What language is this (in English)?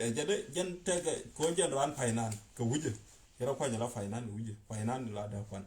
Nuer